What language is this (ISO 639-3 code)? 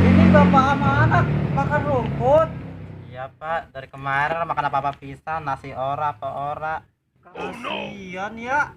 bew